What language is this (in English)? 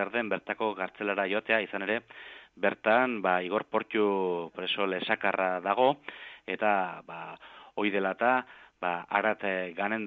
Basque